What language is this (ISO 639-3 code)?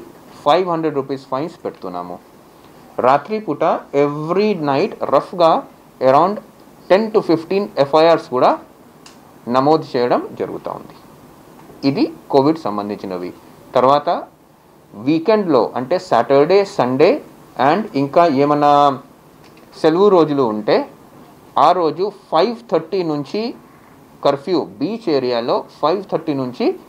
tel